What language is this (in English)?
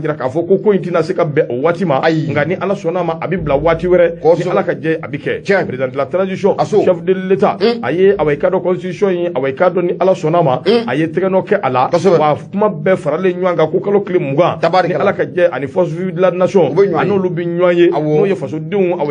Bambara